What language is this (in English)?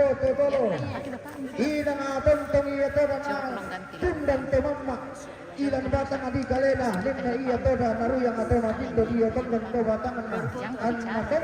Toraja-Sa'dan